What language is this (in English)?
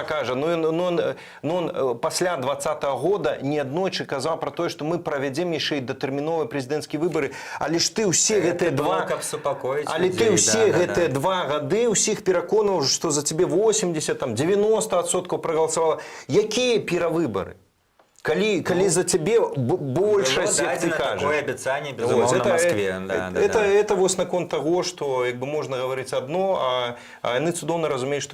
Belarusian